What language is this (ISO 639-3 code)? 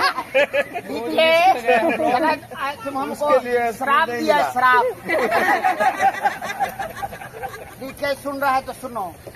hin